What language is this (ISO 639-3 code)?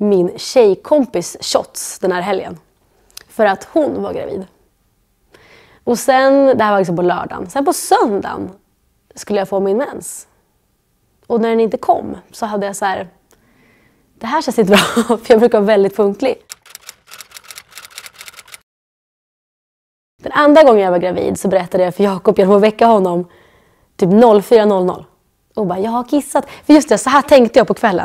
swe